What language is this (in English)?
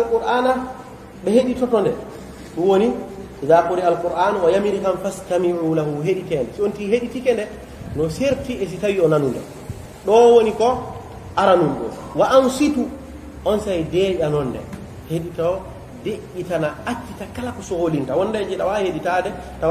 Pular